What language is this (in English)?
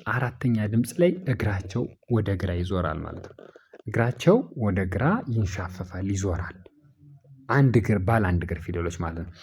Amharic